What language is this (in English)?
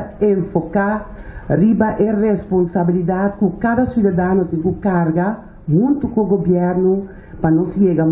Papiamento